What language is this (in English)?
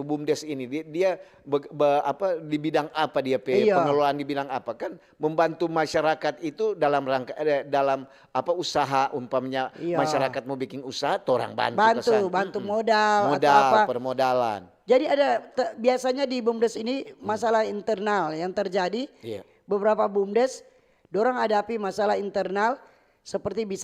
Manado Malay